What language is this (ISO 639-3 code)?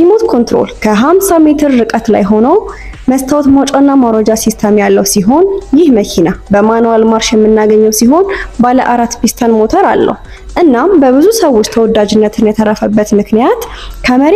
amh